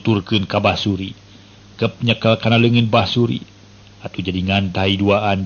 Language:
Sundanese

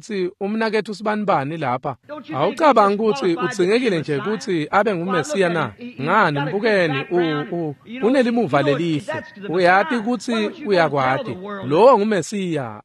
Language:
Swati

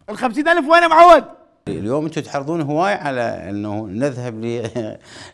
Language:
Mesopotamian Arabic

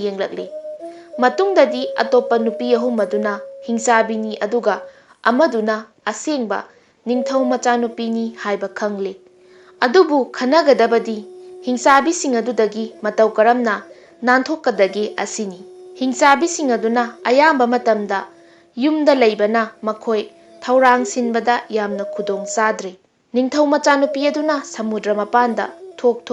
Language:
Manipuri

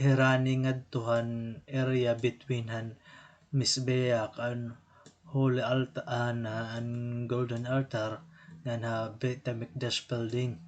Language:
Waray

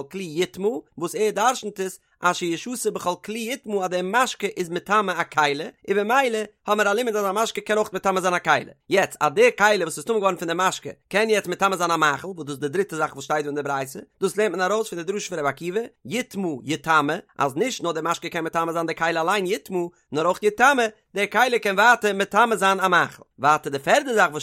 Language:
Yiddish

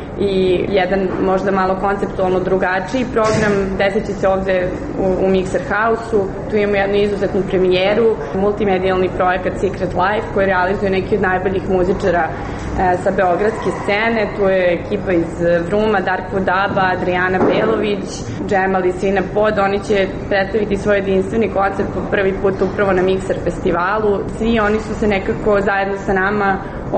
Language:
Serbian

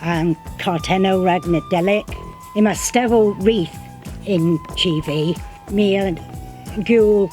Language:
Cornish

